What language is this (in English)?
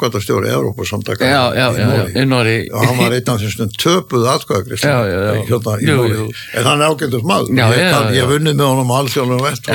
Icelandic